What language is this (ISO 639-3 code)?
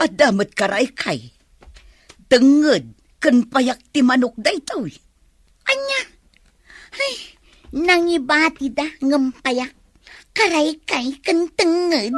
ilo